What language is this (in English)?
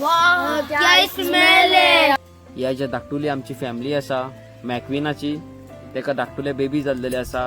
Konkani